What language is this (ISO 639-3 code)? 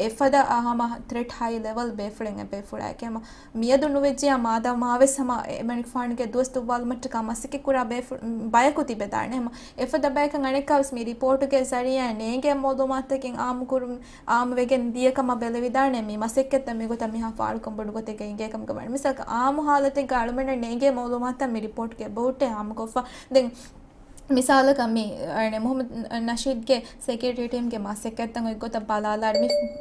div